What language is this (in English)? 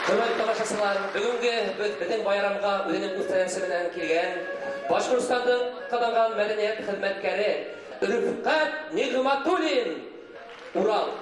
Bashkir